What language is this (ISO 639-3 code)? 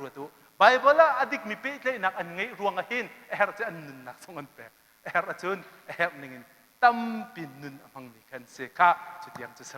cnh